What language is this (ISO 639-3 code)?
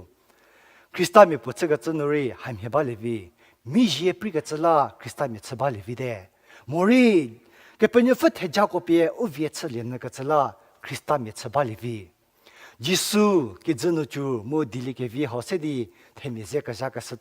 njm